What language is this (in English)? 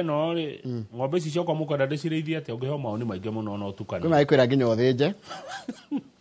Kikuyu